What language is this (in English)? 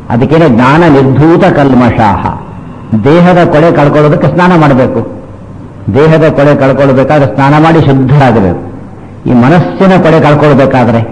Kannada